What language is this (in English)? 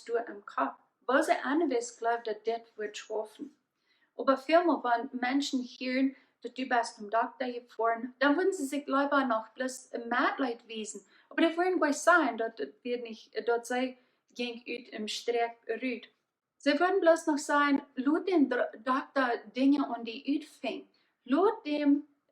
Plautdietsch